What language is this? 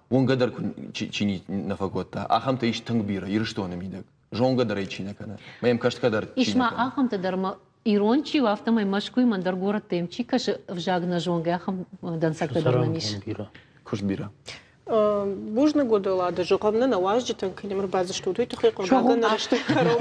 Ossetic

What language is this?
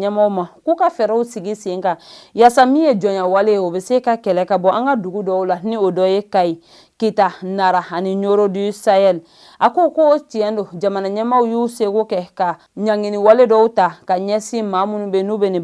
Bambara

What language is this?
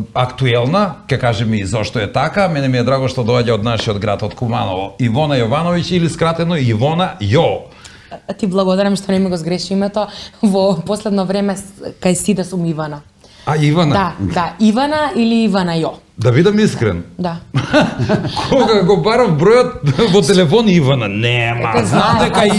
Macedonian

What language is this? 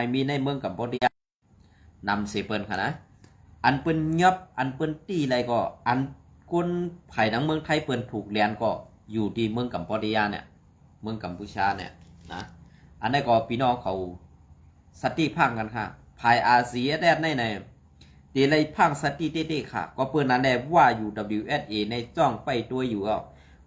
Shan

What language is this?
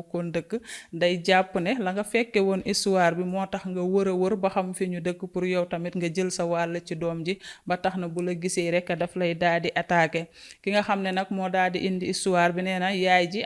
Wolof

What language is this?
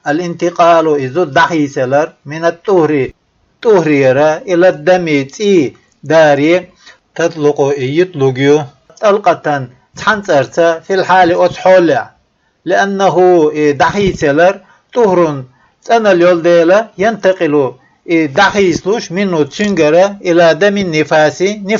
Chechen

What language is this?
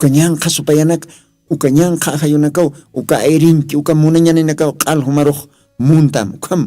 Aymara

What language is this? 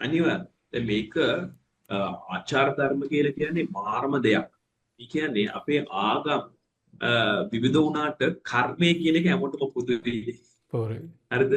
Sinhala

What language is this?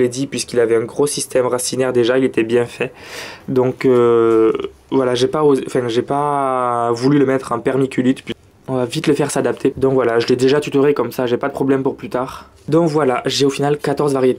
French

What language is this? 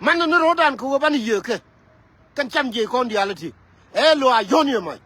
Nuer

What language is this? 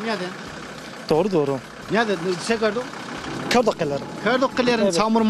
Zaza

